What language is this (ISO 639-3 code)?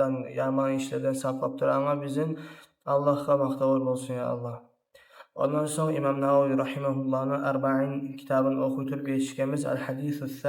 kum